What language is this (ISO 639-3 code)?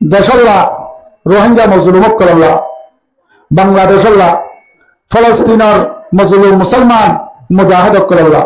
rhg